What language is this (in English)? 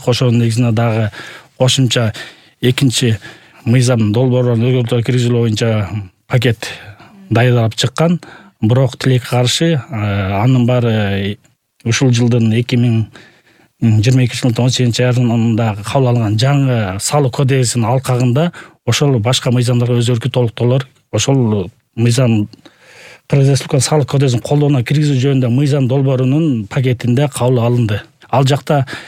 Kyrgyz